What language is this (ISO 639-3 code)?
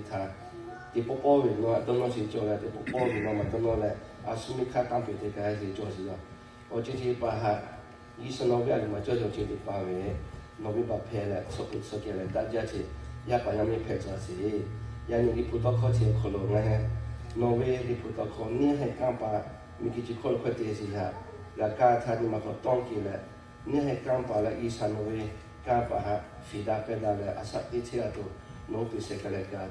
lhu